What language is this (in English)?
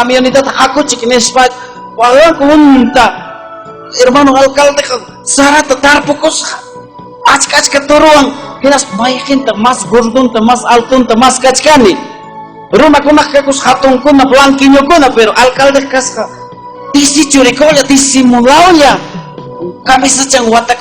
Ayacucho Quechua